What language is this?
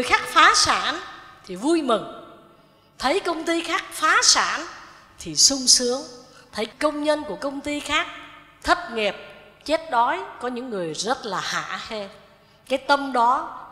Vietnamese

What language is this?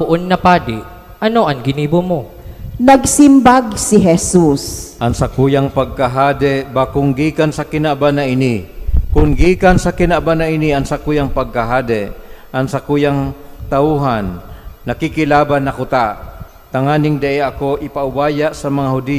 Bikol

